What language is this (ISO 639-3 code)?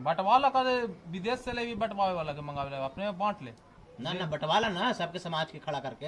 mag